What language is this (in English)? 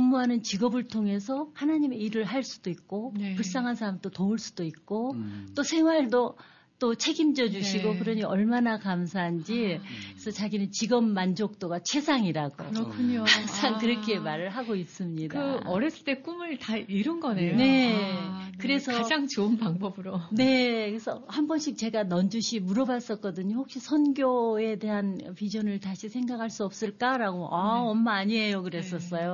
Korean